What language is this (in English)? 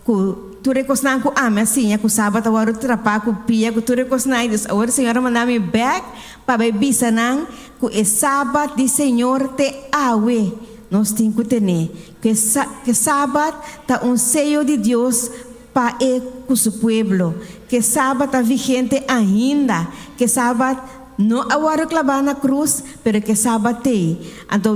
Papiamento